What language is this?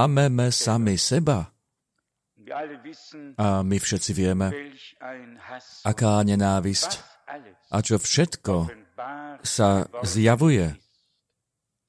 Slovak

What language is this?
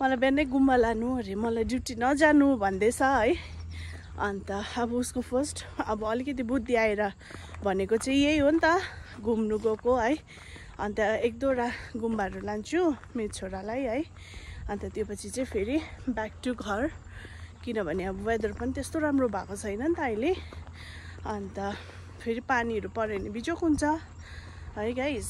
Nepali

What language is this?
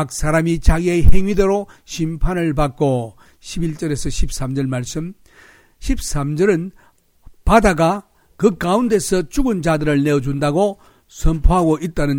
Korean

